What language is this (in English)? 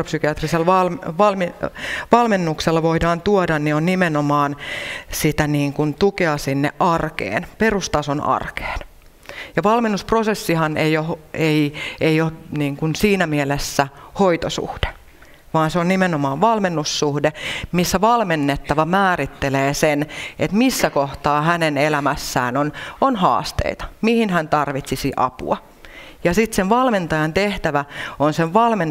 Finnish